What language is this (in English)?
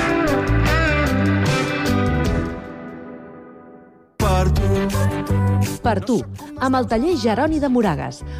Catalan